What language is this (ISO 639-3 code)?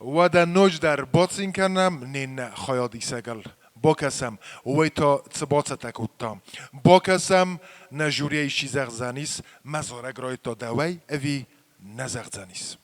oss